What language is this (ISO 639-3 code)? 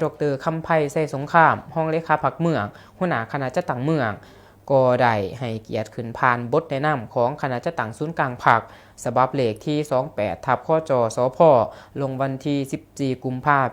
lao